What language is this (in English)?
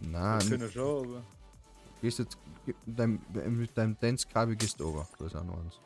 Bavarian